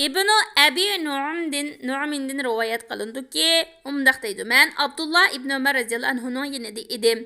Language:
Uyghur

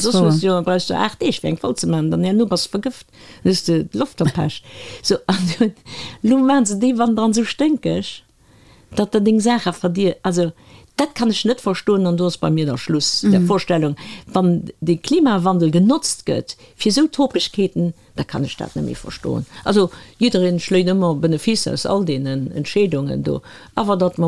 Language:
Luxembourgish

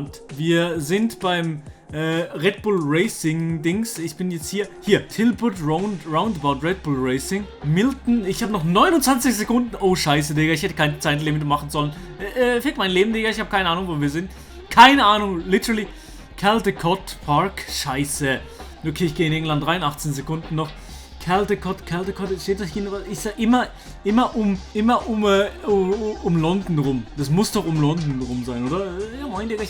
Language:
Swiss German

